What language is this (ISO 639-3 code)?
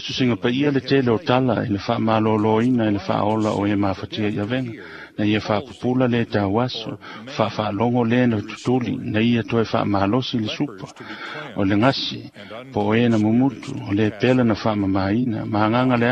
smo